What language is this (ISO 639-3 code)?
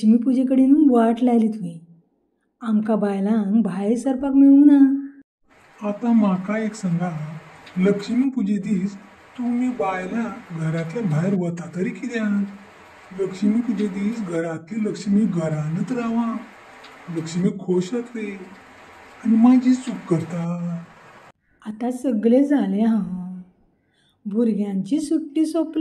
kok